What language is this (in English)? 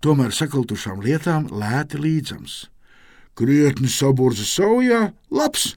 Latvian